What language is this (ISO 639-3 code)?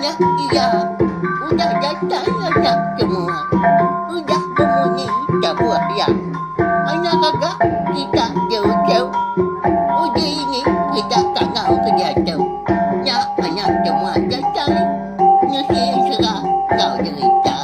iba